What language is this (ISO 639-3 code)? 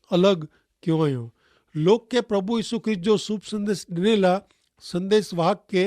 kfr